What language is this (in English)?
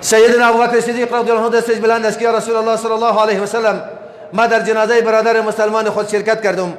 Persian